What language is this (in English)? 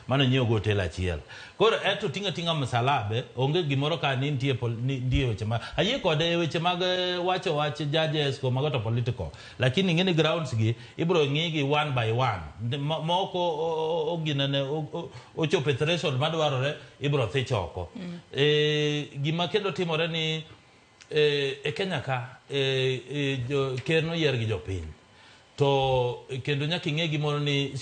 Luo (Kenya and Tanzania)